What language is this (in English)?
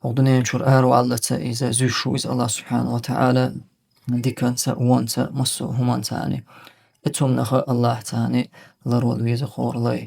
Chechen